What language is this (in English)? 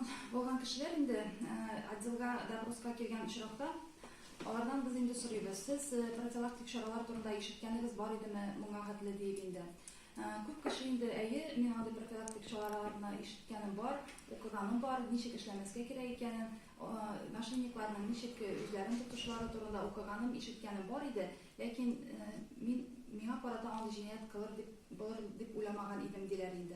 Tatar